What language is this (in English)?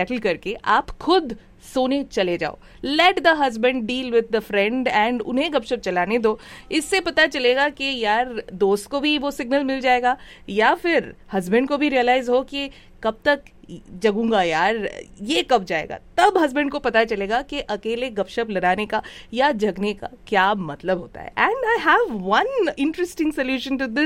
Hindi